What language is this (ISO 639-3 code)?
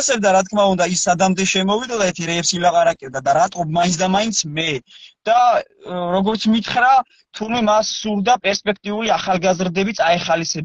kat